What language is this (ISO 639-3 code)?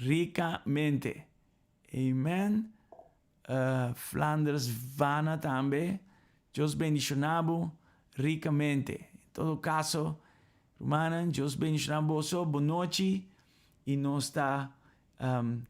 pap